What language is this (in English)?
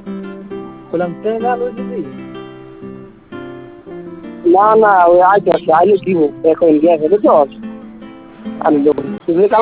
Bangla